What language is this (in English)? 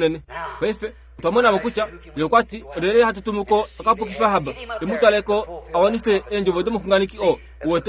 Kuanyama